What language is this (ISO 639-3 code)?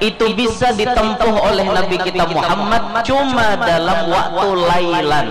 bjn